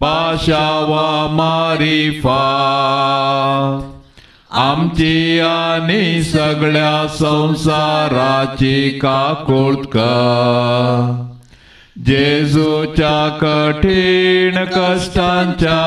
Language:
Konkani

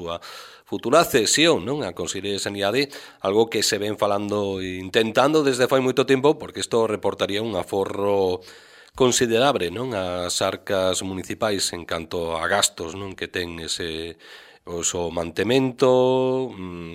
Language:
Galician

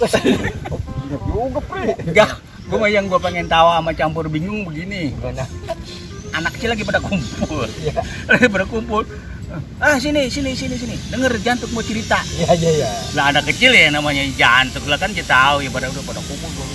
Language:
Betawi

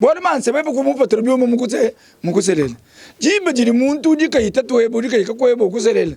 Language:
Luba-Lulua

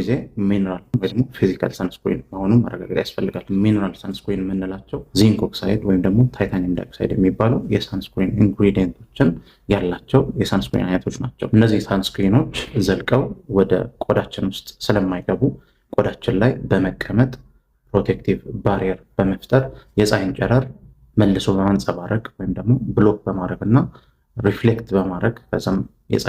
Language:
Amharic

